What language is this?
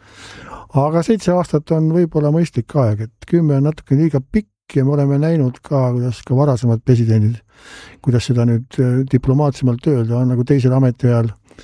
Estonian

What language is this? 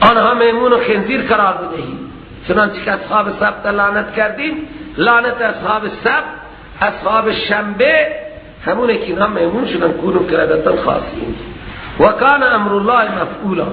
Persian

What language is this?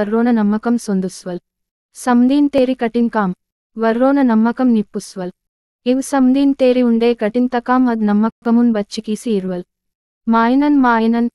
Gondi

